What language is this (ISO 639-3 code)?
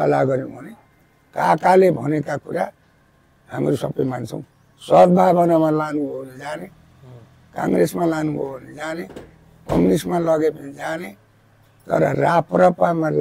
nep